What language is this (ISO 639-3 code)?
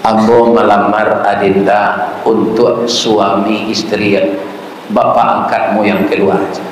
min